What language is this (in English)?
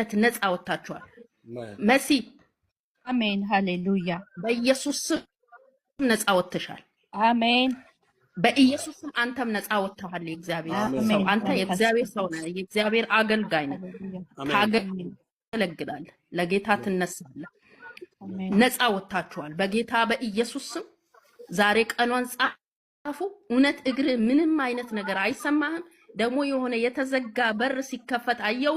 Amharic